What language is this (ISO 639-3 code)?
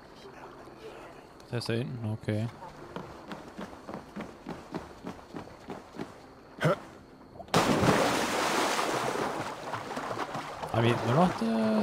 deu